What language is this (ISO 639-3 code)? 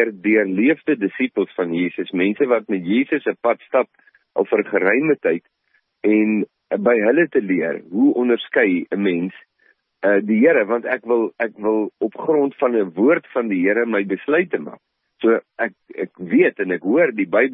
afr